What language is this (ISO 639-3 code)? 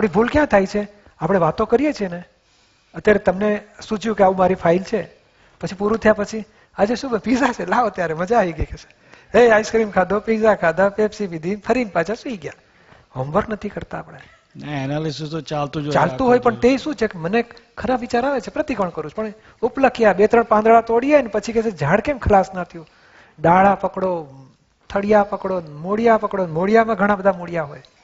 guj